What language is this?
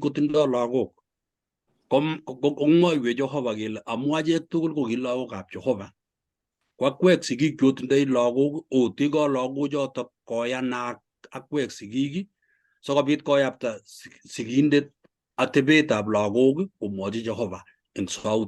Kalenjin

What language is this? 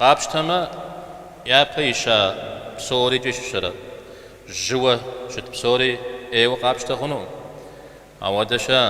Kabardian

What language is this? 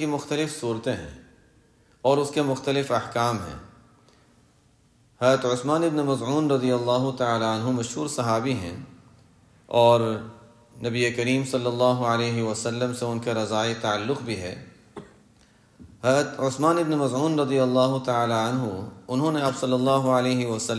Urdu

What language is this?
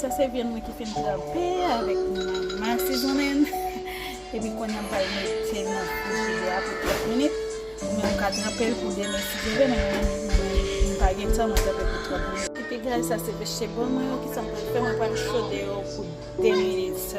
Haitian Creole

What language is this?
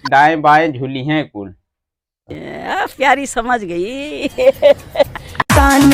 Bhojpuri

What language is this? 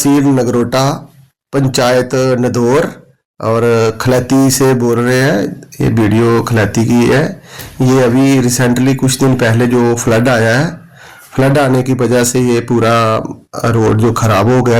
Dogri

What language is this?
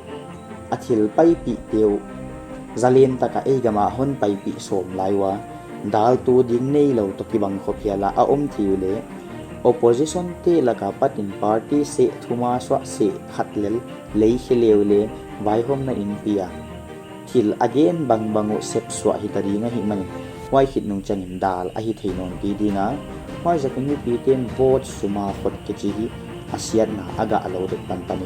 Paite Chin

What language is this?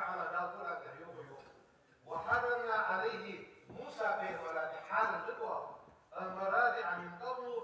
Ingush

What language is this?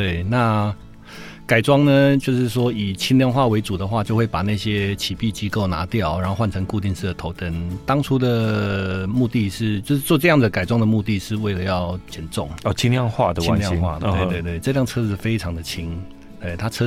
Chinese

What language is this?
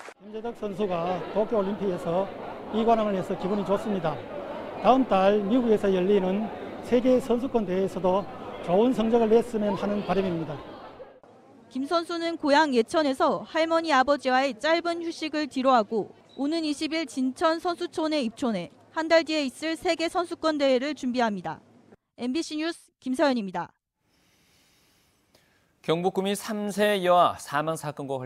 Korean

